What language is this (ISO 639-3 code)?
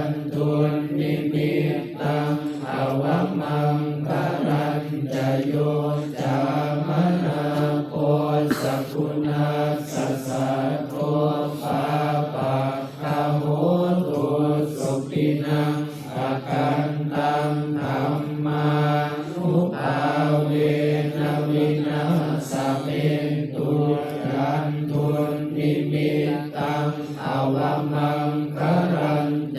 pli